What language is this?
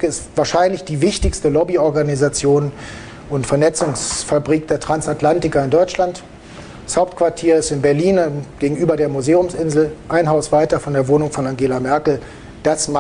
German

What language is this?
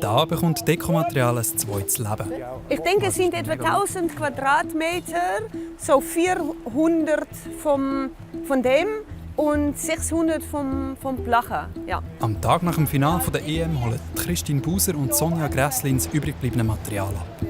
Swiss German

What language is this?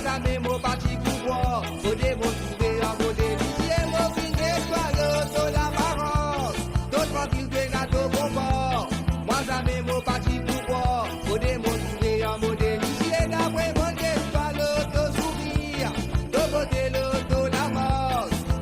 Morisyen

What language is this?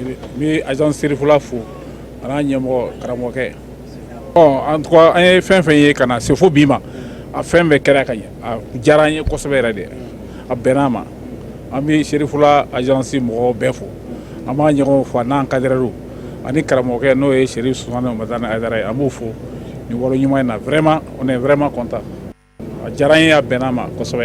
Bambara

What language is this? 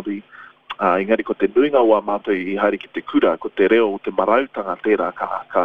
Māori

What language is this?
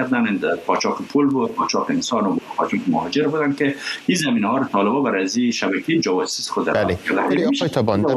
Persian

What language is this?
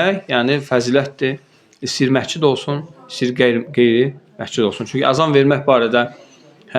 Azerbaijani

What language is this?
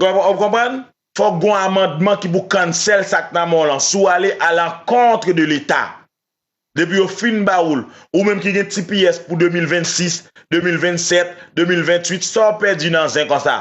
Haitian Creole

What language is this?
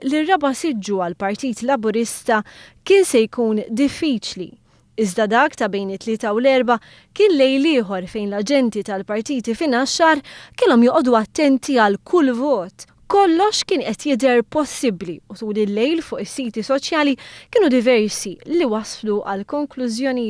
Maltese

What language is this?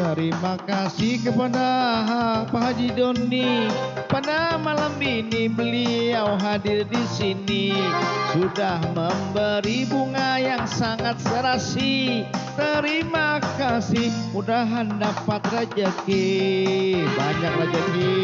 Banjar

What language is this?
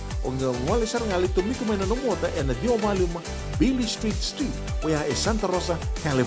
Fijian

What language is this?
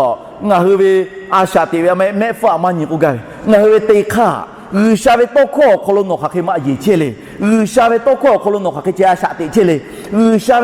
Lahu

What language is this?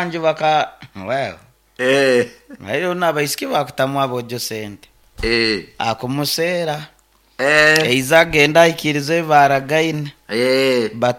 Nyoro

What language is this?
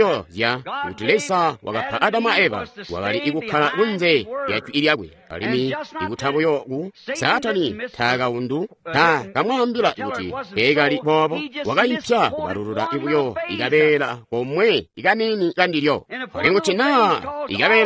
Tonga (Zambia)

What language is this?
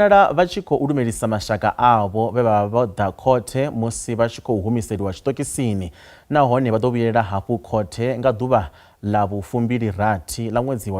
Venda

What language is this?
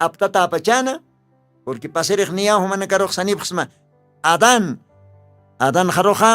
Aymara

